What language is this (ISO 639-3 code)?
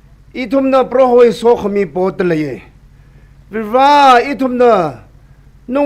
nmf